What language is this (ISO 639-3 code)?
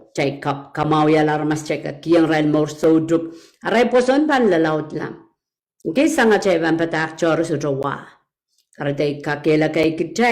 pon